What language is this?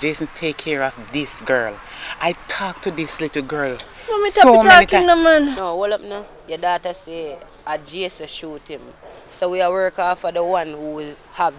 Jamaican Creole English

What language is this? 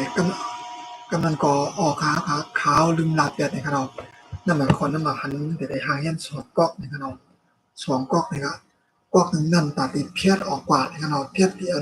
Shan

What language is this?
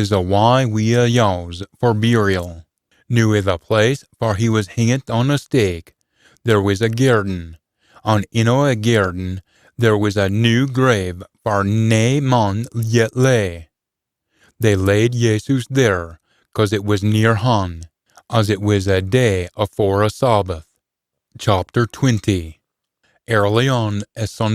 Scots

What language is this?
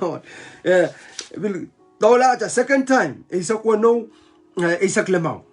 Pohnpeian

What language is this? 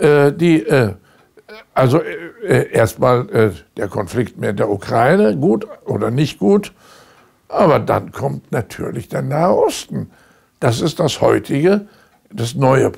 German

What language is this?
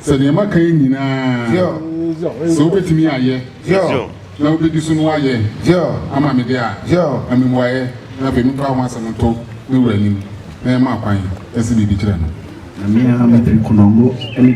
Akan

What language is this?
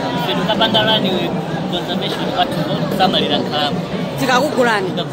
Nyanja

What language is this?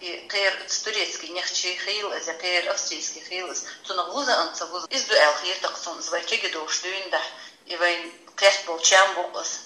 Chechen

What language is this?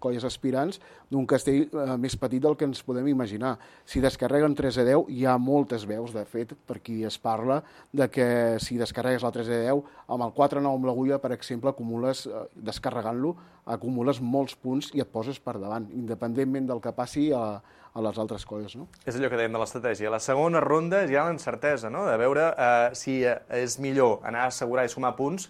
Catalan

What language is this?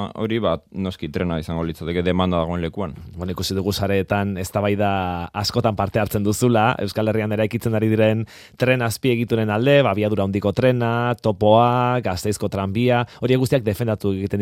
Basque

